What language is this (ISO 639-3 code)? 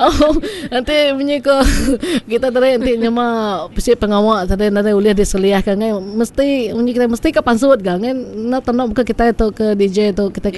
iba